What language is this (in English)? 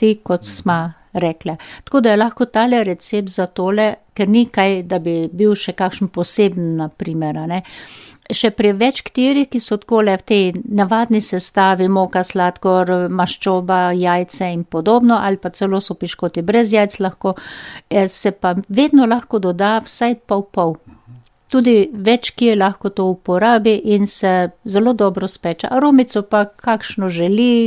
Slovenian